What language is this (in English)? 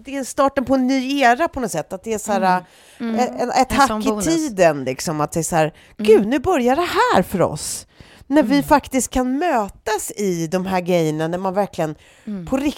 Swedish